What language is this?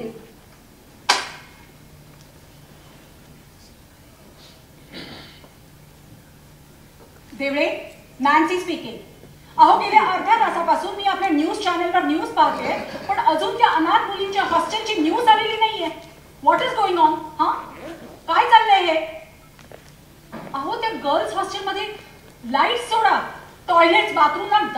Marathi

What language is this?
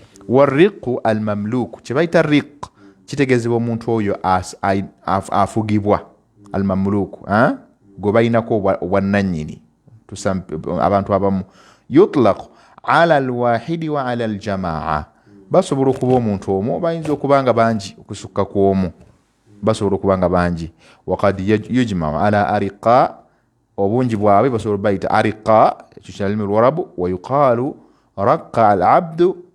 Ganda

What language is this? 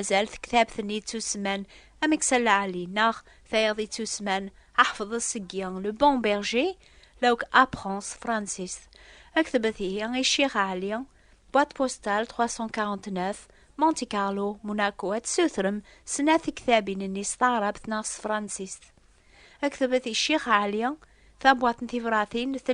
Kabyle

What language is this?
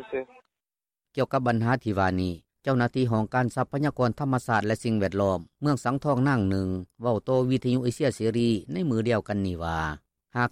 Lao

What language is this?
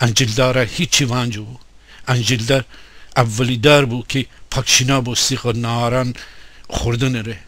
Gilaki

